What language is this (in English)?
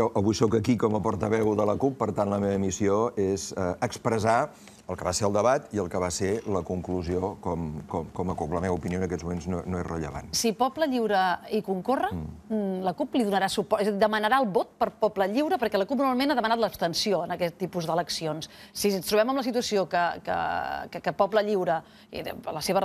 Catalan